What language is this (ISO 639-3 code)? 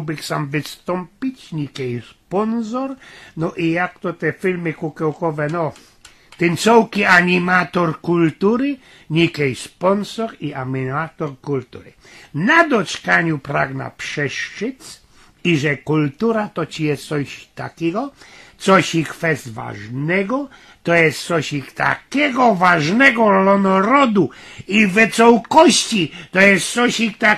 szl